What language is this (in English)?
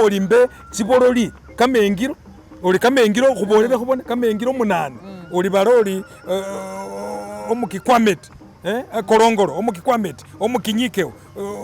Masaaba